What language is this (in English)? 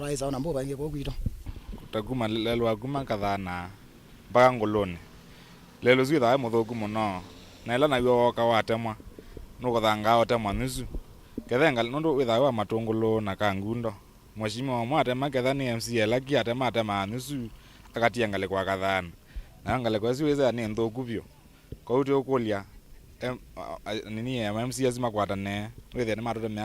Kamba